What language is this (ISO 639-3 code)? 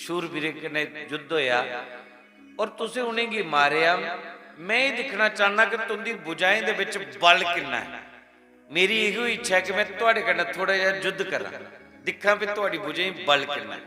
doi